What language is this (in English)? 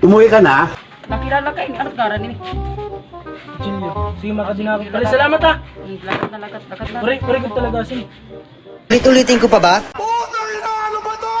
Waray